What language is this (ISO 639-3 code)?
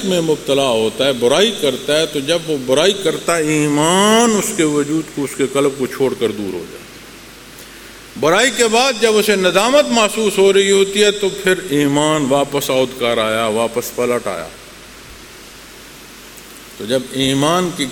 urd